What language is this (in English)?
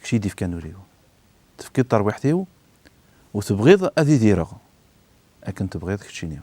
Kabyle